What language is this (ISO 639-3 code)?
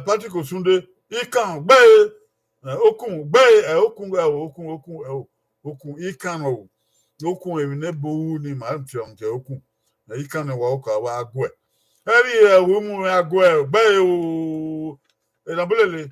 bin